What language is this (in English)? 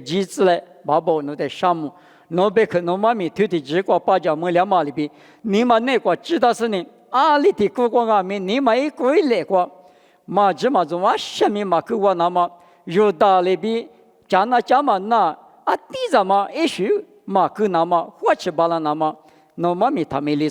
Lisu